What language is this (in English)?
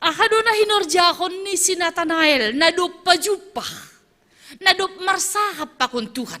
Batak Simalungun